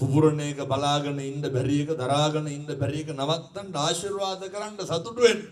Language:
Sinhala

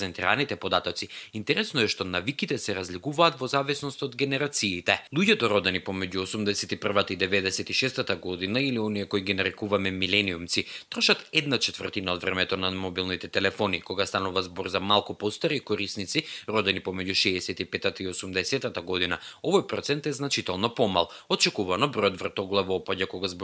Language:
Macedonian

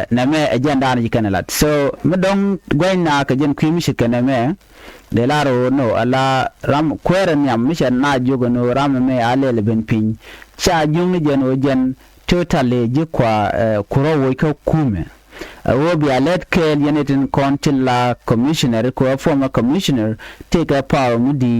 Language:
Nuer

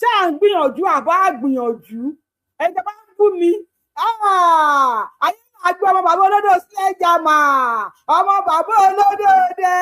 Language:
Yoruba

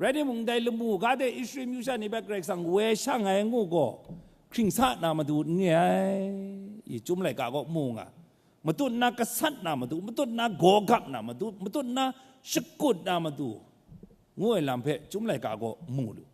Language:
Kachin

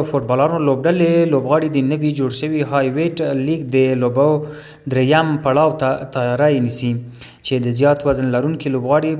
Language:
Pashto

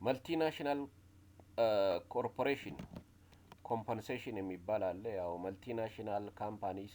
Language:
Amharic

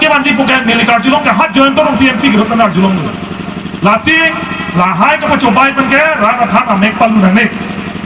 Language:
Karbi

